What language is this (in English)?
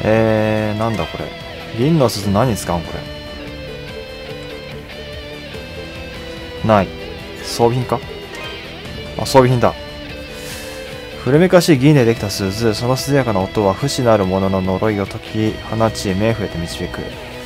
Japanese